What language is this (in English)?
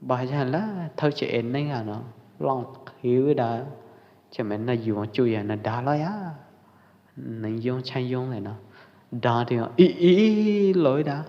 Pwo Eastern Karen